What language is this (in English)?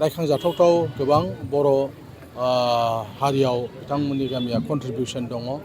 Bodo